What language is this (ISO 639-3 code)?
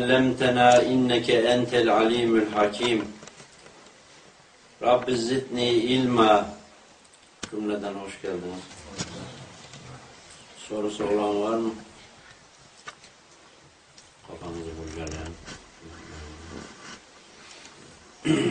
tur